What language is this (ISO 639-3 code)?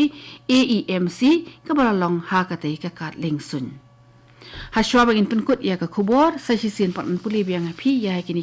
kha